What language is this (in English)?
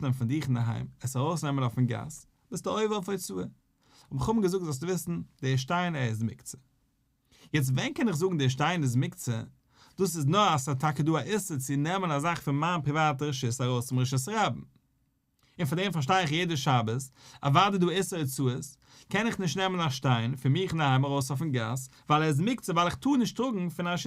Yiddish